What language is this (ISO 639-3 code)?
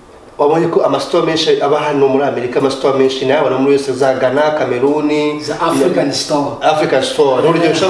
kin